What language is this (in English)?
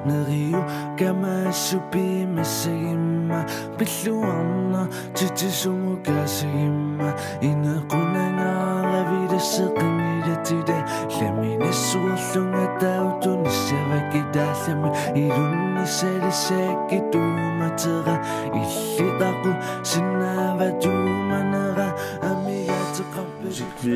Kalaallisut